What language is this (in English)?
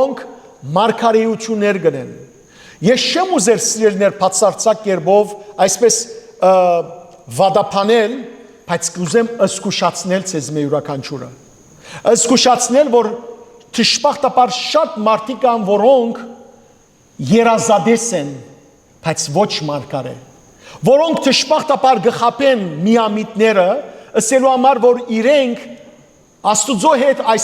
Western Armenian